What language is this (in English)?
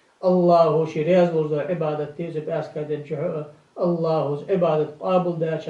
Ingush